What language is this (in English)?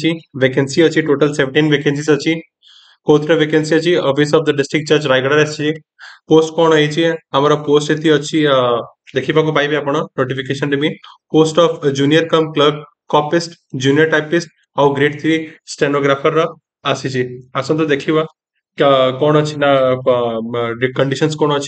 Odia